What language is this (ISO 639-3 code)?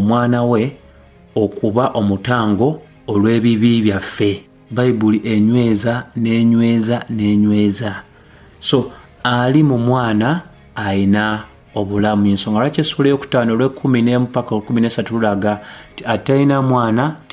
lug